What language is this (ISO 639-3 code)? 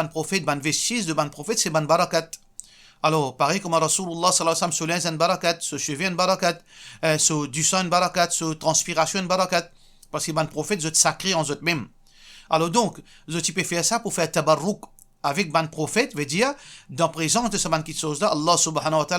mfe